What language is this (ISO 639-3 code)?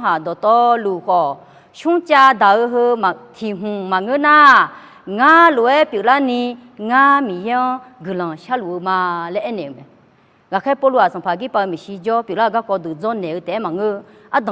ahk